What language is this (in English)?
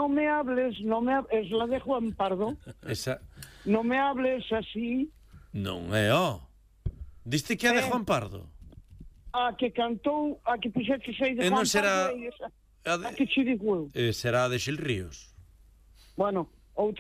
Galician